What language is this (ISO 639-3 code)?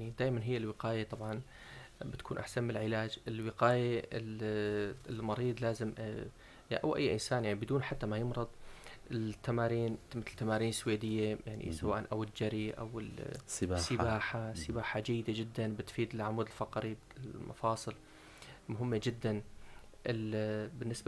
apc